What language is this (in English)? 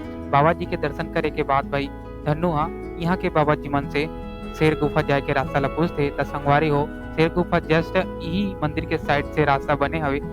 Chhattisgarhi